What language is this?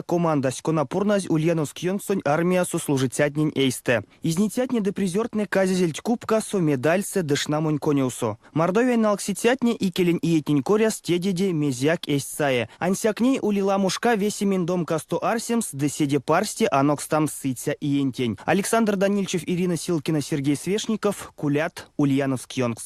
Erzya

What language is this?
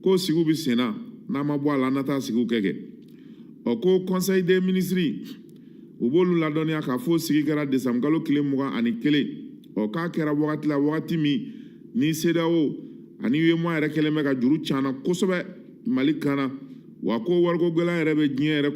Bambara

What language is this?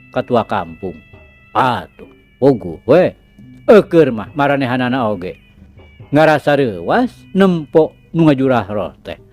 Sundanese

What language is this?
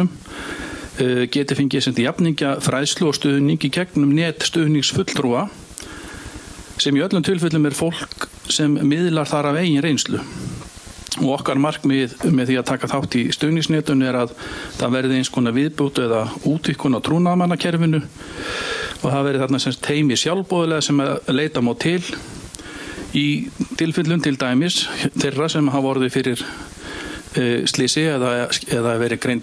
Icelandic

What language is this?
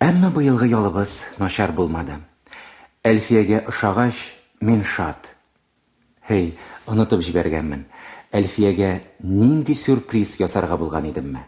Tatar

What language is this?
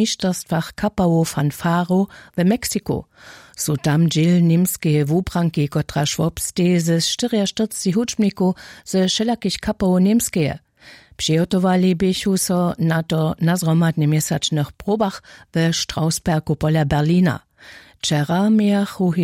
Upper Sorbian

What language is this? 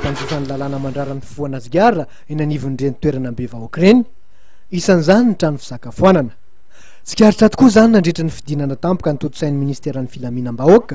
Malagasy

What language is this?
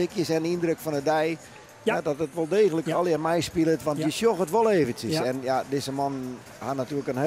Western Frisian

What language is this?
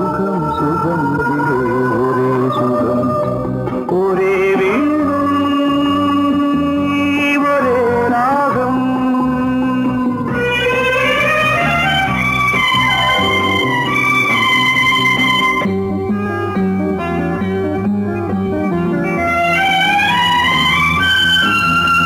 Tamil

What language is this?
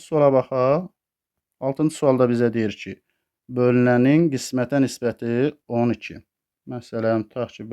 Azerbaijani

